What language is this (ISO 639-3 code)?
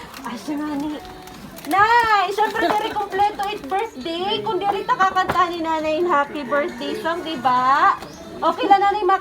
war